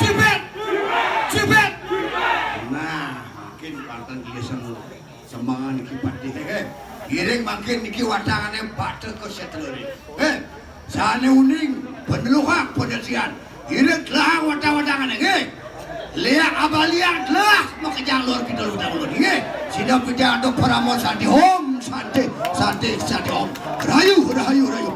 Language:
Balinese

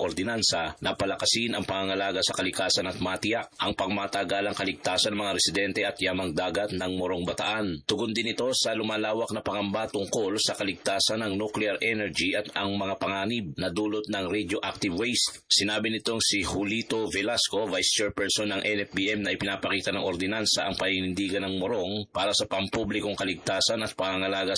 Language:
Filipino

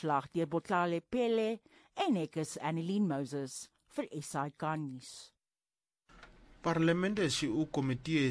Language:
Afrikaans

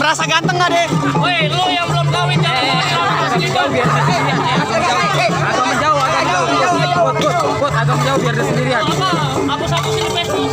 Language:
Betawi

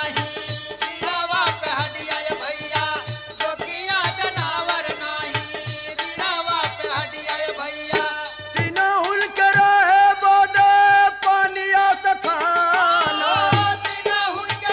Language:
Bhojpuri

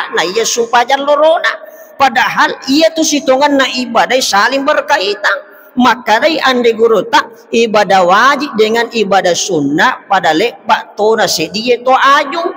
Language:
Buginese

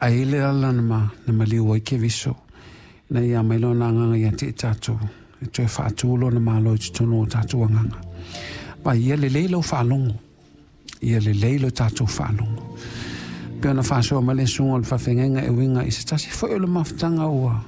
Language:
Samoan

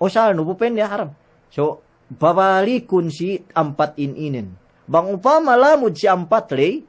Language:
Yakan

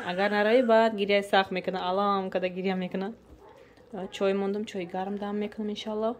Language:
Tajik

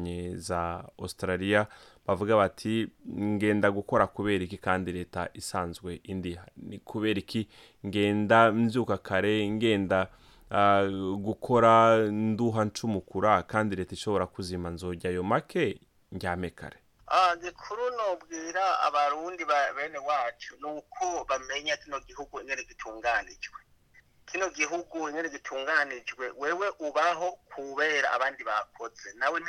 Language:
Rundi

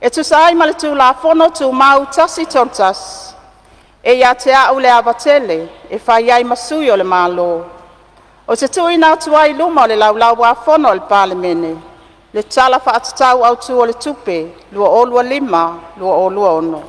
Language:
Samoan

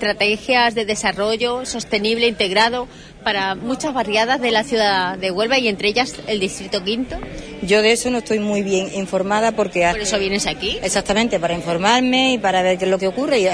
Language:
Spanish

